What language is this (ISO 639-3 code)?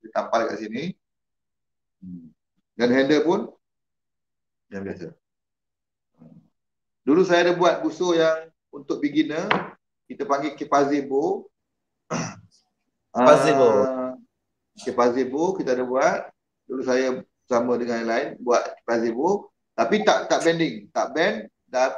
msa